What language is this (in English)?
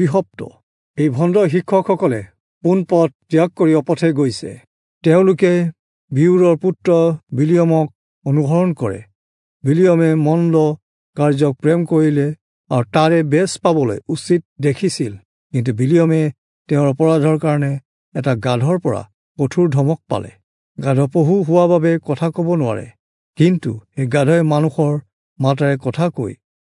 Assamese